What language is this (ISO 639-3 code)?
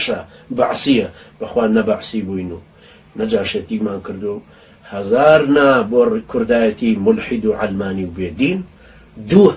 ckb